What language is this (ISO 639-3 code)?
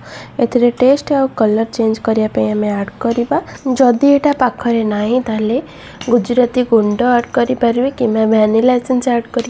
ori